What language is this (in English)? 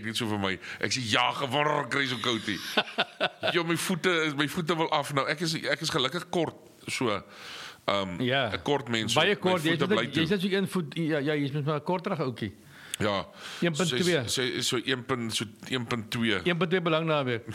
Afrikaans